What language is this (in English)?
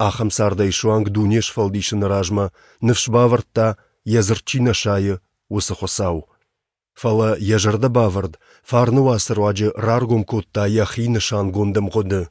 Ossetic